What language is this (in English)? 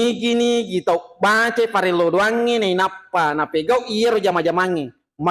Buginese